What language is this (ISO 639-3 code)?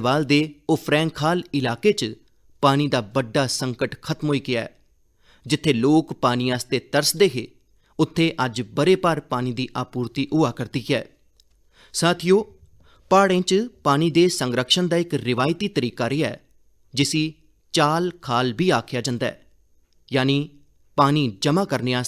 doi